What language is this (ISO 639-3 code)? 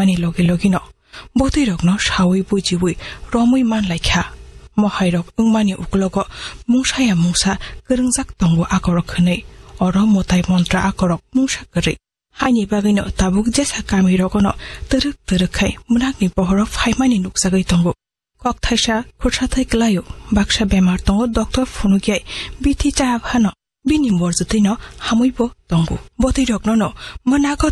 trp